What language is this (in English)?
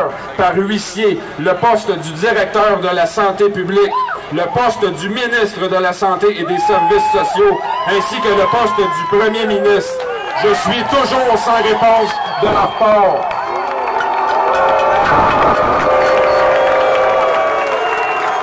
French